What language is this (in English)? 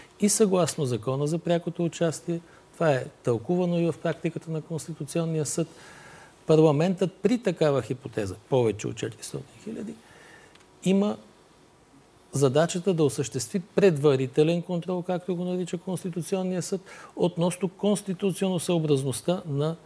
Bulgarian